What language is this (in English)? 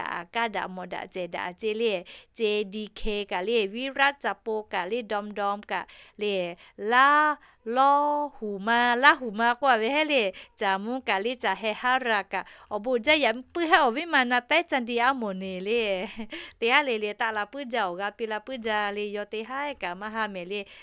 Lahu